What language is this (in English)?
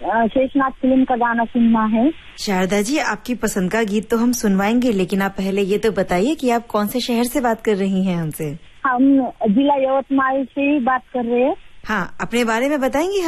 Hindi